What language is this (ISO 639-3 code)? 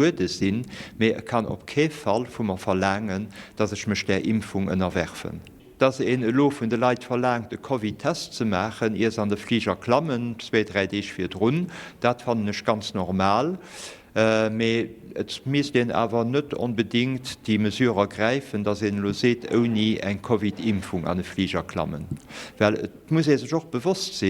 ltz